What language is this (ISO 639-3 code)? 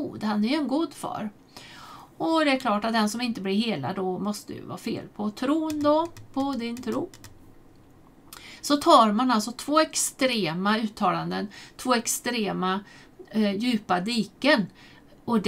swe